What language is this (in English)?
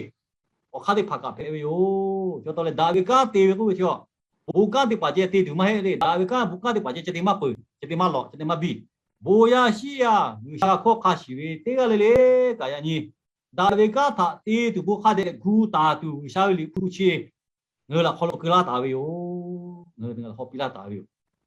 Lahu